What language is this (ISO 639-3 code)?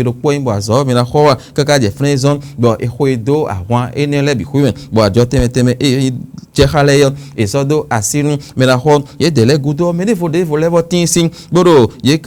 fon